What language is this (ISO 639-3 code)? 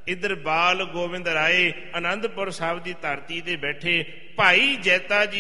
pan